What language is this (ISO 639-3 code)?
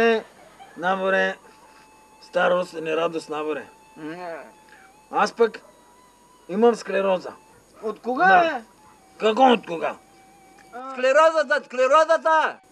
bul